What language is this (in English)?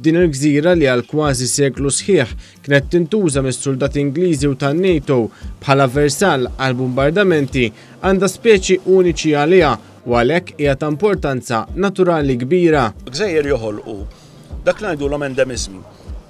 Maltese